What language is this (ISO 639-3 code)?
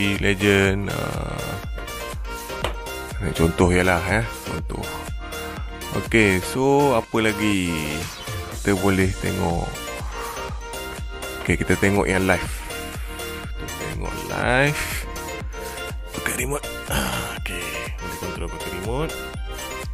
msa